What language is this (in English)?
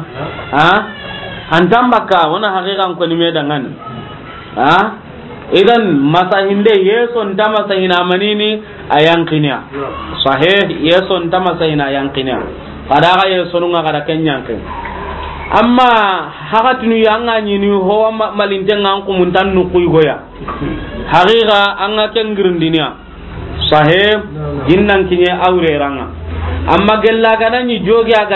Soninke